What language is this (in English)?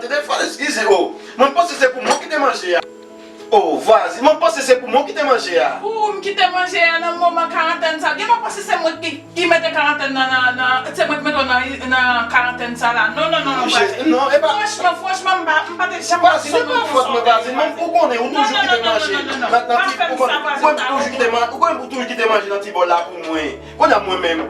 Haitian Creole